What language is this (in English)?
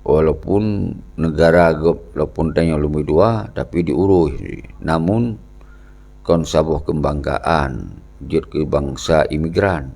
Achinese